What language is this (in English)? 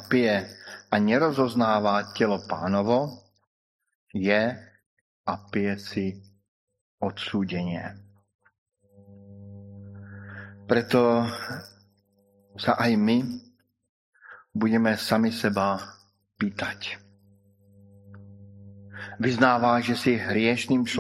Slovak